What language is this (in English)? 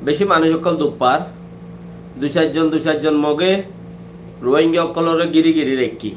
Rohingya